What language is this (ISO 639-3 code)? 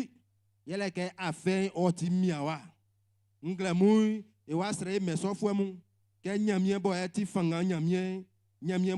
bci